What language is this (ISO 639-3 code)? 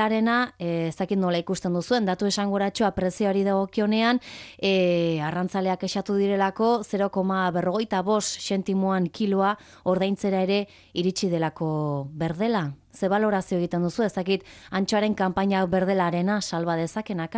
eus